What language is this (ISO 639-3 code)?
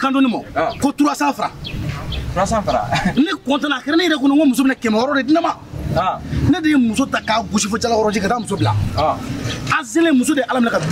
bam